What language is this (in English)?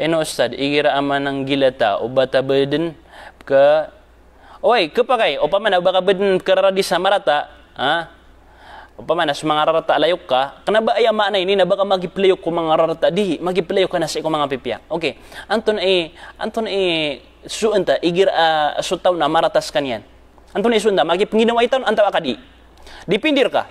Maranao